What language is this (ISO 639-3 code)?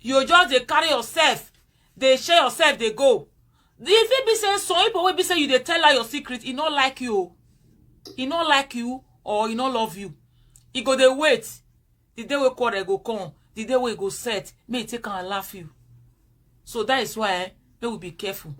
pcm